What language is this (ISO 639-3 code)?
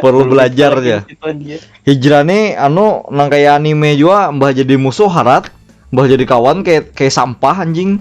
bjn